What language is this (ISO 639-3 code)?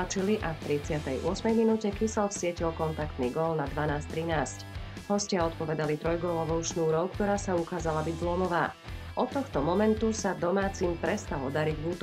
slk